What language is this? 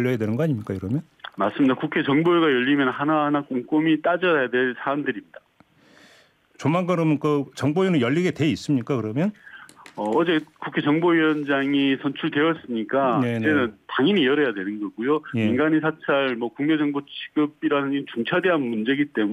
Korean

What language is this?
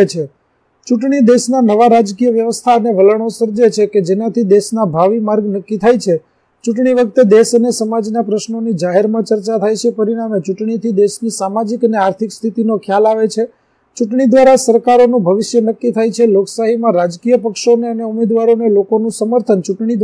Gujarati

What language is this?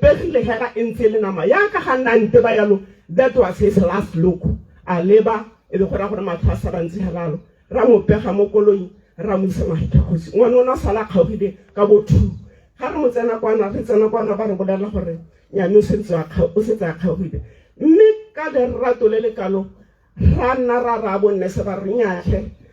Tswana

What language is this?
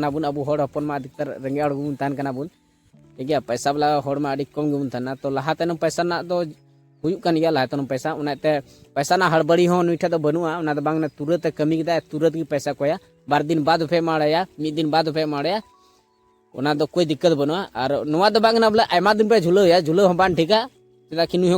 Santali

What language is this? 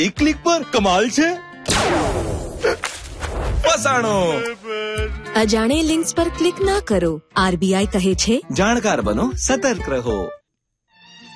Gujarati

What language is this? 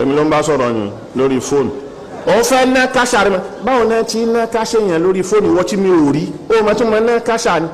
Yoruba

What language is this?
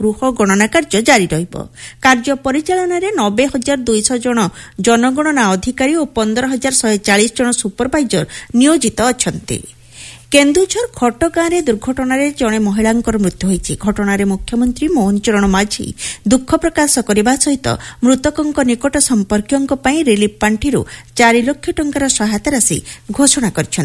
Odia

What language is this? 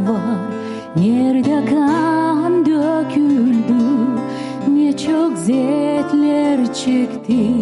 Gagauz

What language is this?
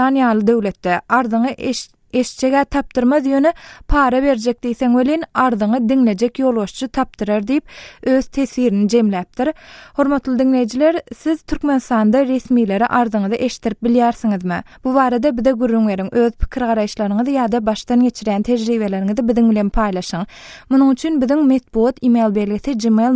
Turkmen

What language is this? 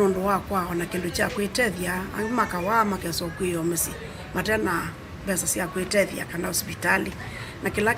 Kamba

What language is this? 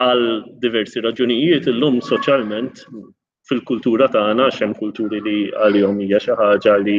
Maltese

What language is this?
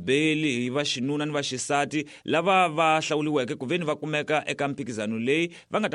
Tsonga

